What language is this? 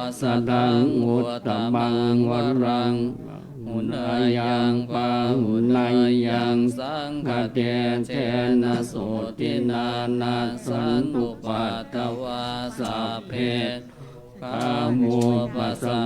Pali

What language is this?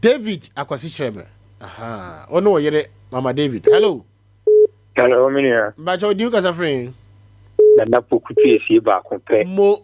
Akan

